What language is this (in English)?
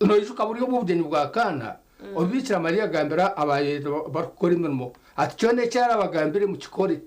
Nyankole